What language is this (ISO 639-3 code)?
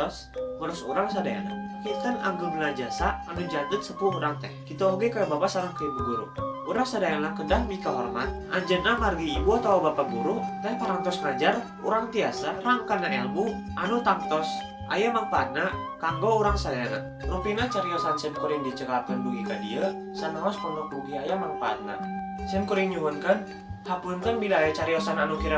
sun